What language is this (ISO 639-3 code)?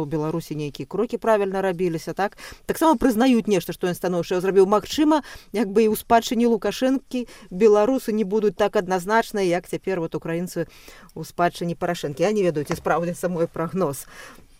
bel